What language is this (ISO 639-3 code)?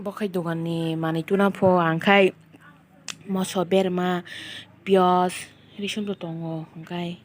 trp